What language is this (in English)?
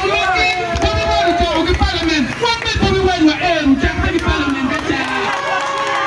Acoli